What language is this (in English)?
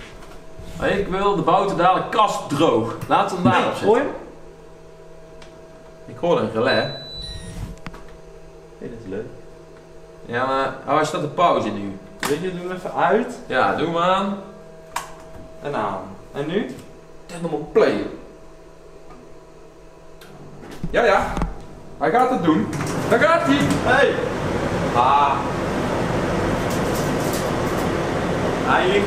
Dutch